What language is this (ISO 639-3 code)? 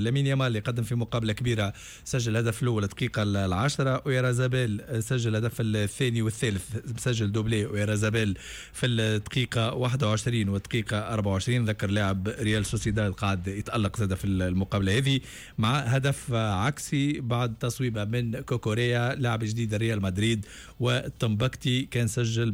aeb